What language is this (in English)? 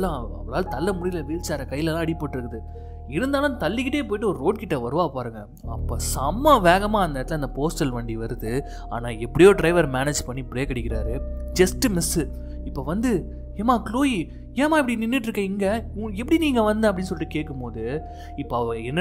Tamil